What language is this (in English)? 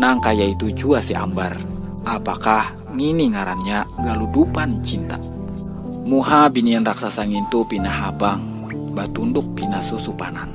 Banjar